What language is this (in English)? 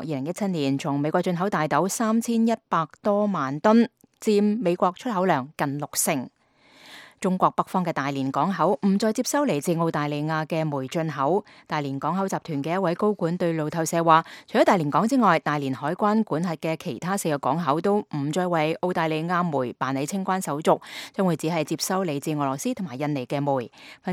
Cantonese